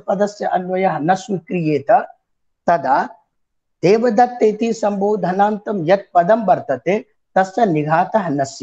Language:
Sanskrit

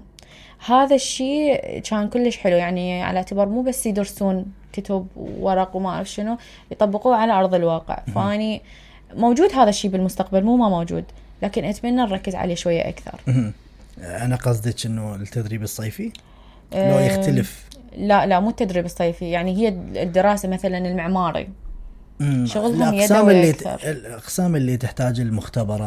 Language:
Mesopotamian Arabic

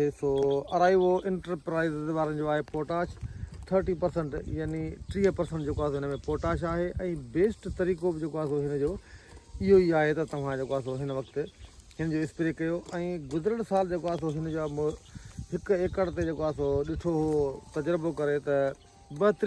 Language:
Sindhi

